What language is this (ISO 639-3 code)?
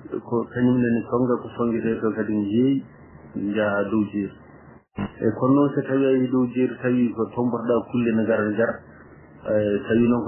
ful